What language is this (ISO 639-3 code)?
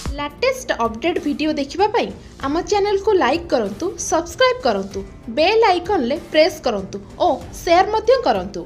ori